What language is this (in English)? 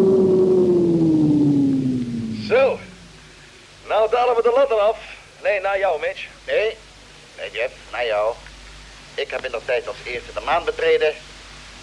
Dutch